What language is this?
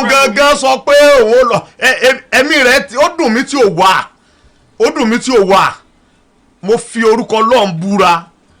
Yoruba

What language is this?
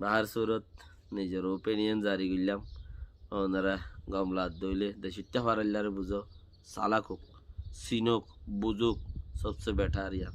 Rohingya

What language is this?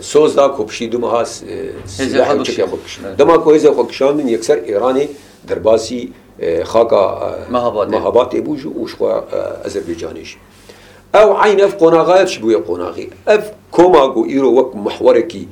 Kurdish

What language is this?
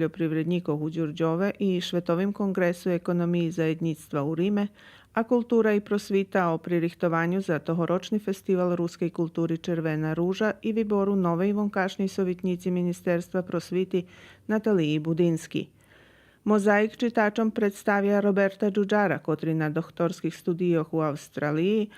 Rusyn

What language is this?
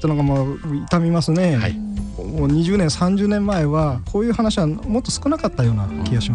Japanese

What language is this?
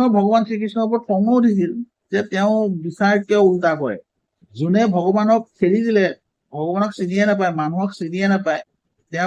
Assamese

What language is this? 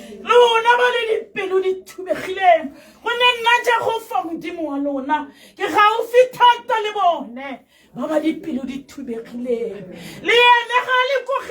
Tswana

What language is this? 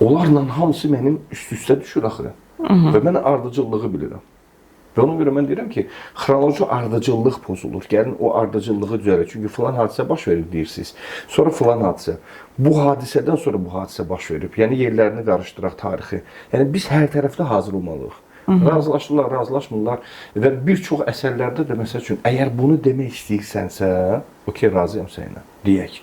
Azerbaijani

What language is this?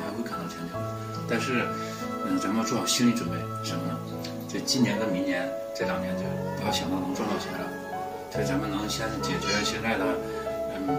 Chinese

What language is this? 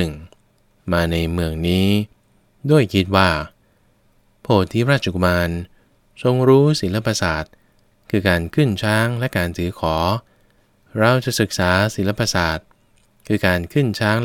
Thai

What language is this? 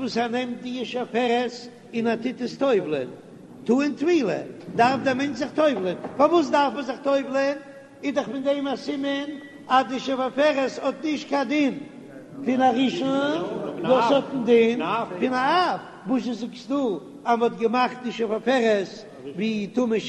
Yiddish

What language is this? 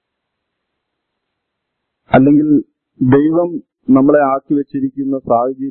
Malayalam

